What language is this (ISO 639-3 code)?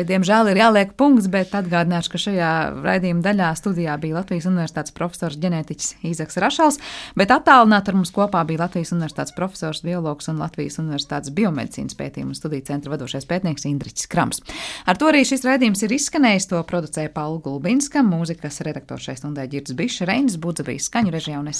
lav